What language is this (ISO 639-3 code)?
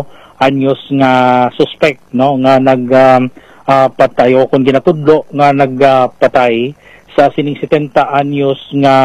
hil